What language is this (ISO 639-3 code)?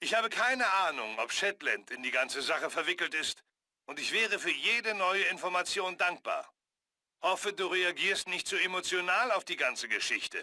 bar